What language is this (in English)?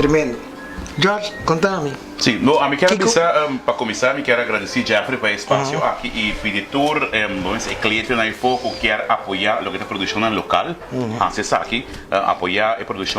Papiamento